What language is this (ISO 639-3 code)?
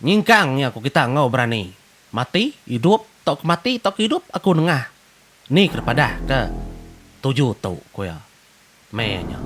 iba